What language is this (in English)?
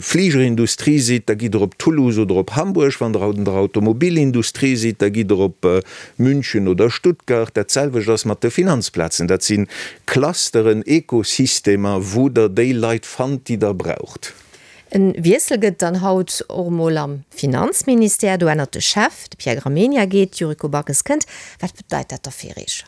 Luxembourgish